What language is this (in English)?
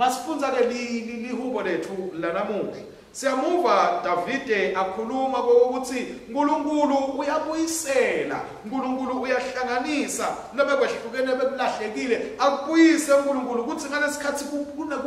Swati